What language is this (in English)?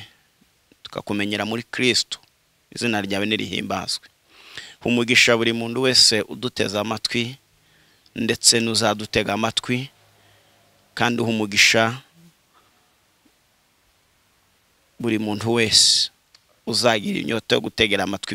Kinyarwanda